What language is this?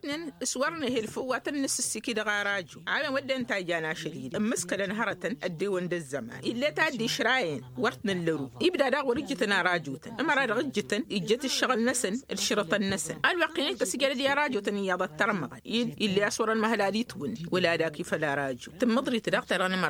Tamasheq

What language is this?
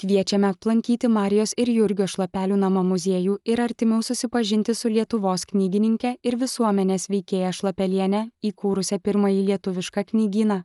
Lithuanian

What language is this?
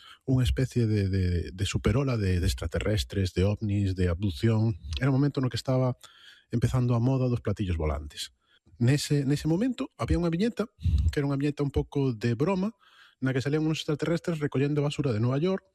Galician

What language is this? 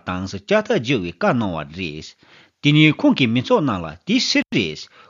Tibetan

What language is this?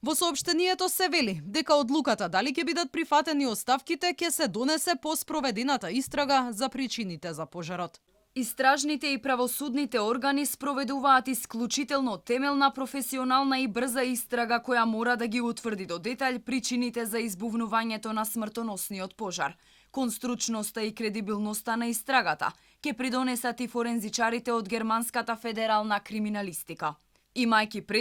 Macedonian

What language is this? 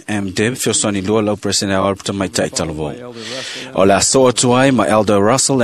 Samoan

